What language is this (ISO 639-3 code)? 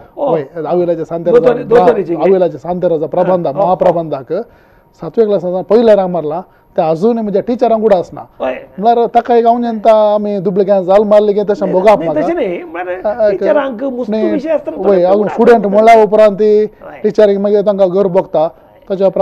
kok